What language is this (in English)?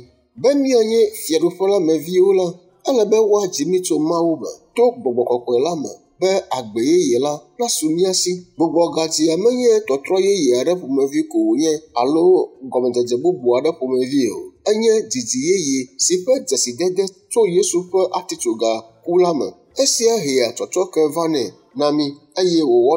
Ewe